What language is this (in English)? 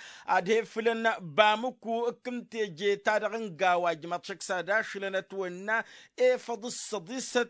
Tamasheq